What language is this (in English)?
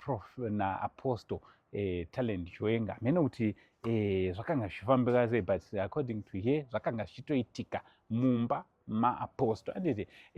Shona